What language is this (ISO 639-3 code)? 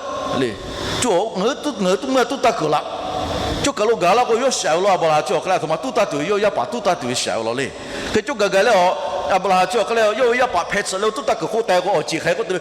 lhu